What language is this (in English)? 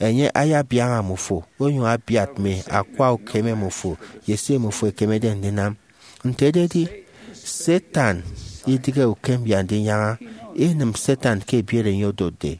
Efik